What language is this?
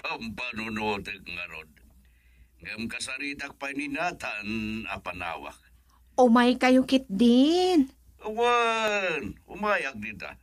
Iloko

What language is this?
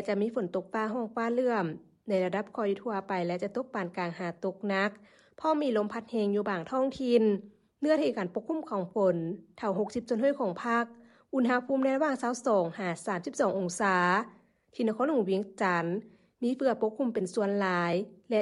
Lao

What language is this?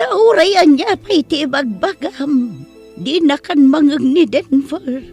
Iloko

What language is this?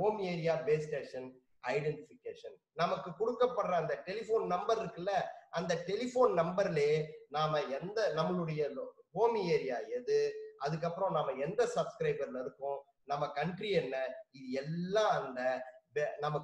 Tamil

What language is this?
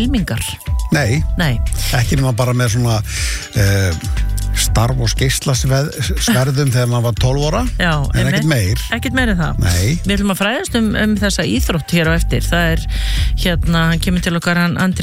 Icelandic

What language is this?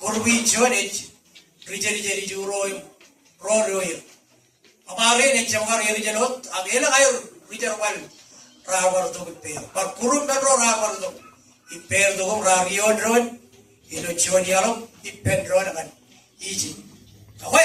Marshallese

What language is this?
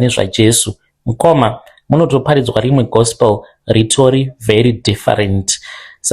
Shona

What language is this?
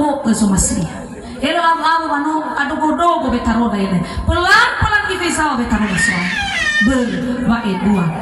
Nias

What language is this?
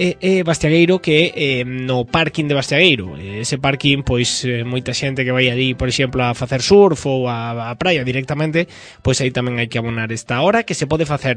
Galician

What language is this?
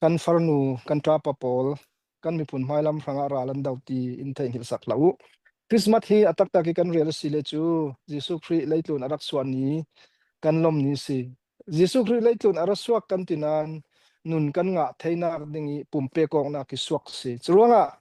Falam Chin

